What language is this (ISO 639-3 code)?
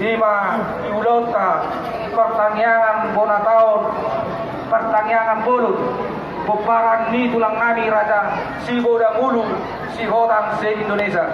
bbc